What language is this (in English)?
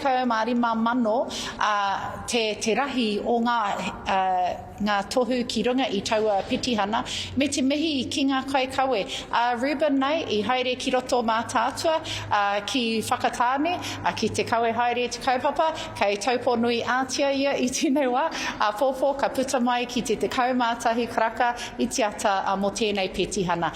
Māori